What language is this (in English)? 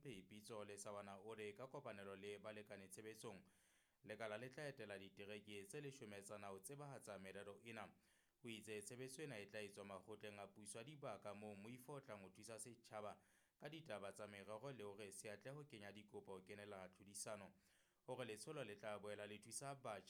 Southern Sotho